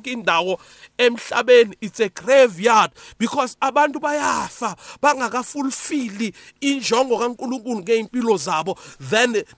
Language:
South Ndebele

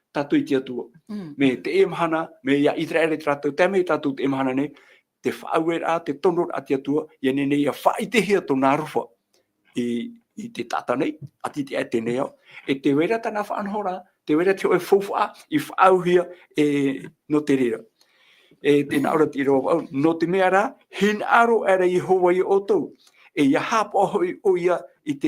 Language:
Tahitian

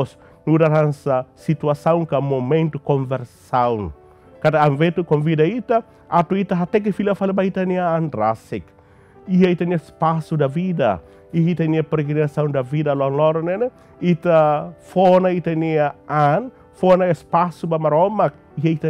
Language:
Tetum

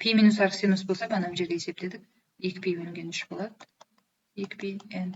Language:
Kazakh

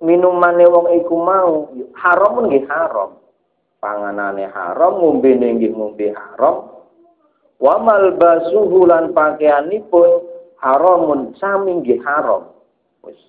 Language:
Javanese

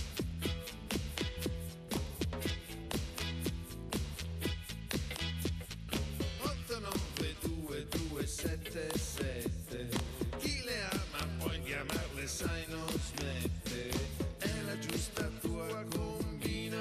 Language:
Italian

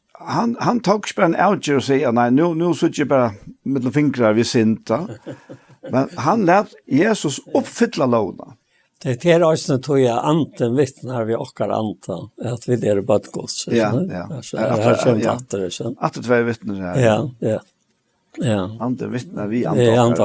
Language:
Faroese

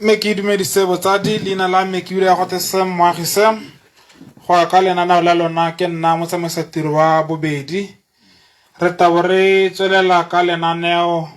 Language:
Tswana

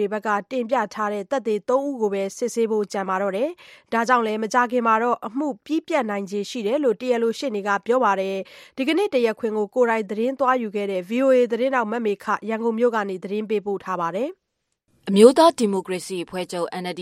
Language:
Burmese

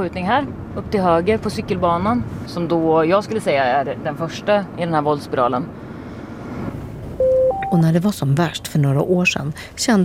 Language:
Swedish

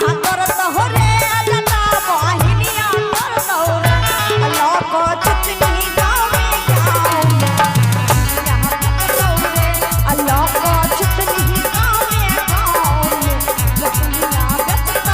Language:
Maithili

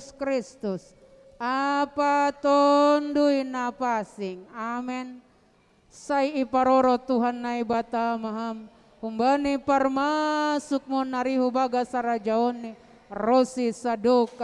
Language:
Batak Simalungun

